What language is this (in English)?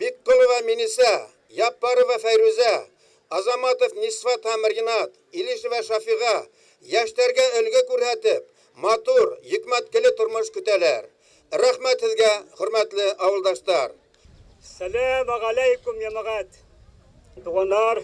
Bashkir